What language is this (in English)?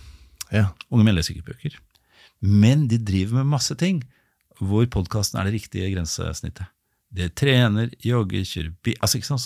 Norwegian